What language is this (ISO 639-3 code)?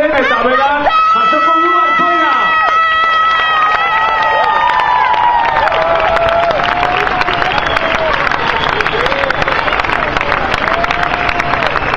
eus